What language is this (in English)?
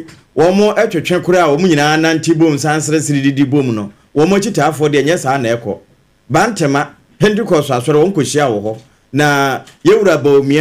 Akan